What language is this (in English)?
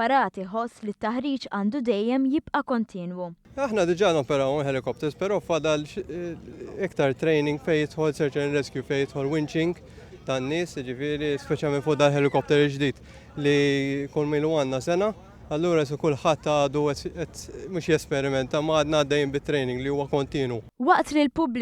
Maltese